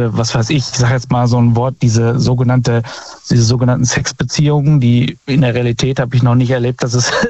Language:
German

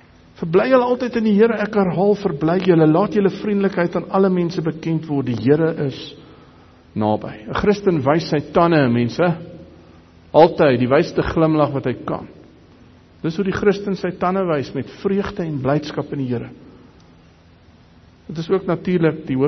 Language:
Afrikaans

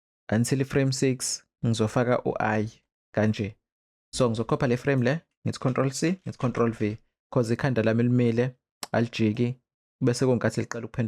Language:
Zulu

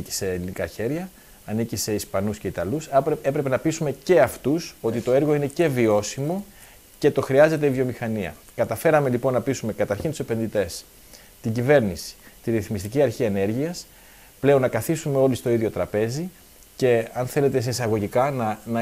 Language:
Greek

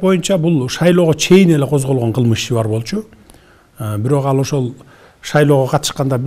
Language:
Kyrgyz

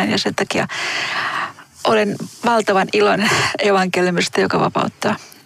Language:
Finnish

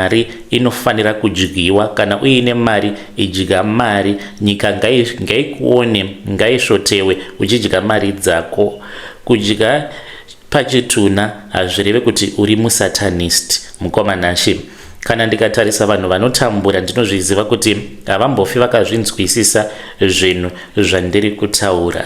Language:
Shona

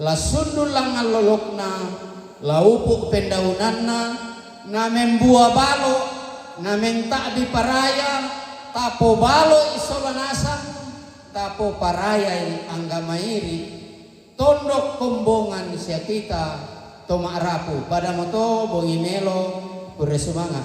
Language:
Toraja-Sa'dan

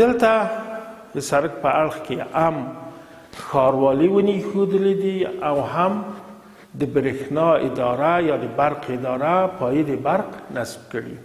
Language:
Pashto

